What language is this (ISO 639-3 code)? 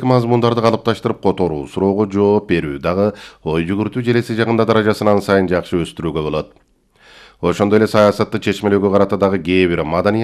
kir